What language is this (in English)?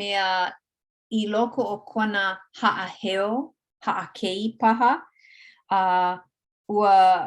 Hawaiian